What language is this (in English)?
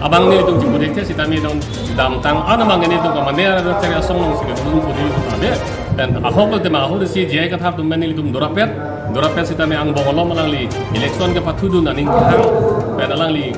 Karbi